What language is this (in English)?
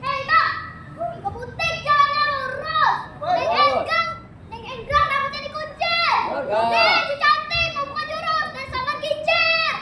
Betawi